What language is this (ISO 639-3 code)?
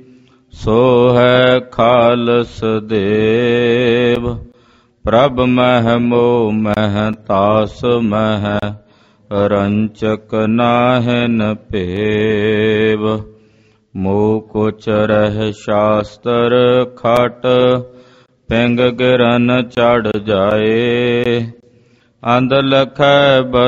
pan